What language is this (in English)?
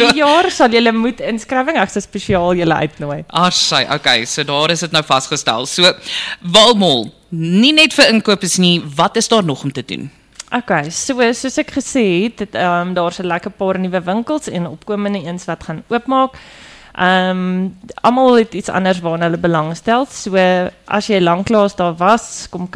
Afrikaans